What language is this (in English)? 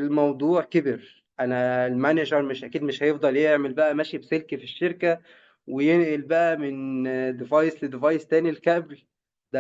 Egyptian Arabic